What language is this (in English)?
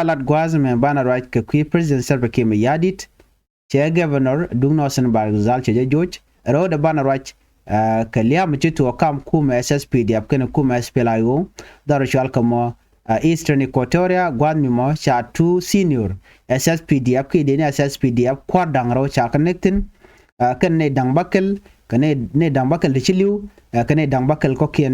Nuer